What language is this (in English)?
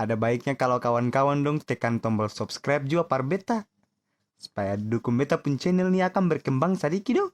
Ambonese Malay